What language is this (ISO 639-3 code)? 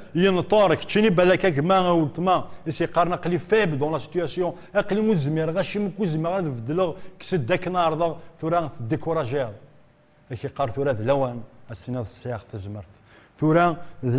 kab